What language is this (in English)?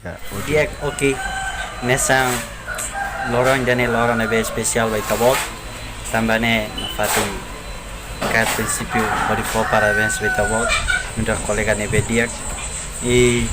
Tetum